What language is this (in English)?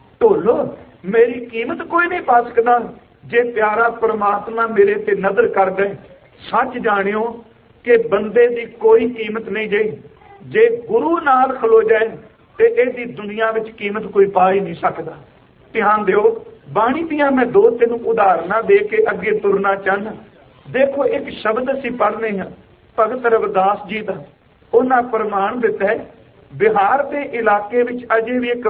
Punjabi